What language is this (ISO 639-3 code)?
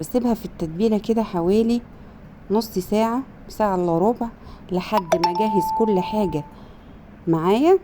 arz